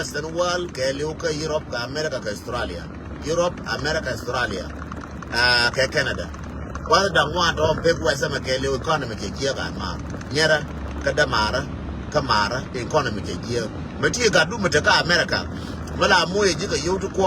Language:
Nuer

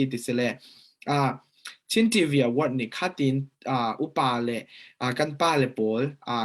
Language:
Falam Chin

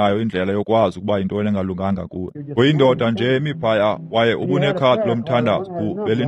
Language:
Xhosa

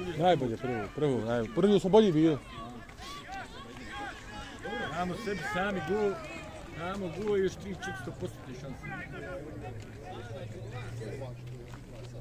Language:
Croatian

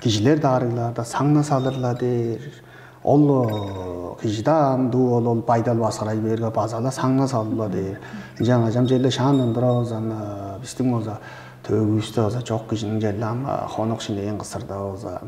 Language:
Tuvinian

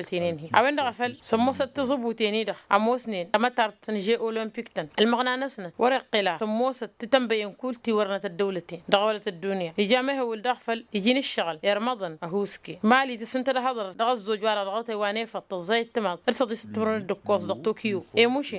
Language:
Tamasheq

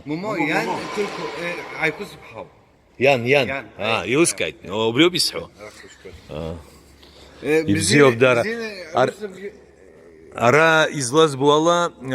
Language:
Abkhazian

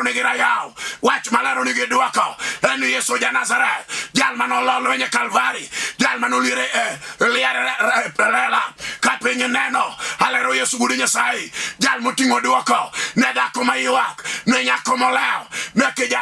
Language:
Luo (Kenya and Tanzania)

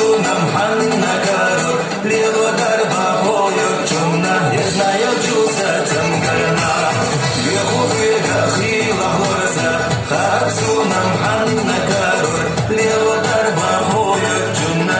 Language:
Chechen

